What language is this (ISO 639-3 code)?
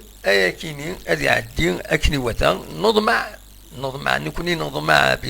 kab